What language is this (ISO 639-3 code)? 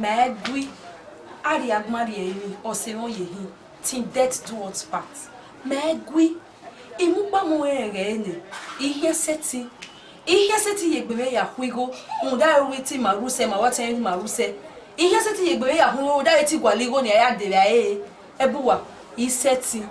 bin